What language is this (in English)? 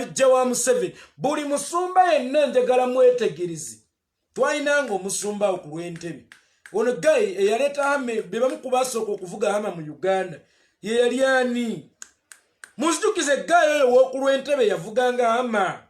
Ganda